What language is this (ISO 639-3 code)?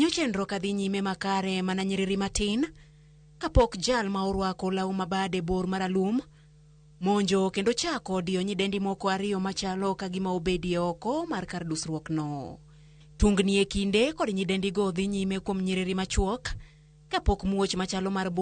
luo